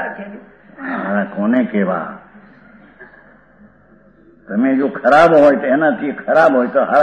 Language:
Gujarati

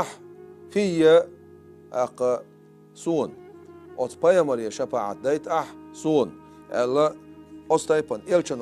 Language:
Chechen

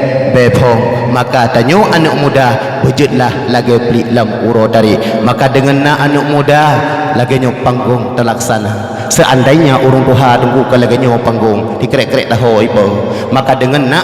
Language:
Achinese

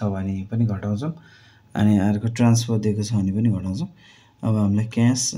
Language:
Nepali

